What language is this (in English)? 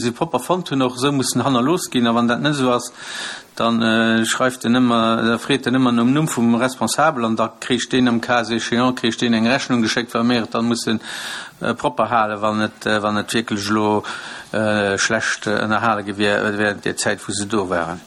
Luxembourgish